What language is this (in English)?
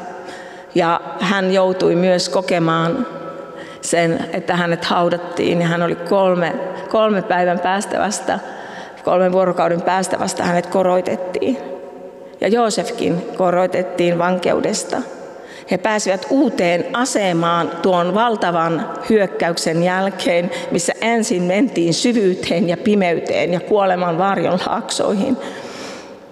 Finnish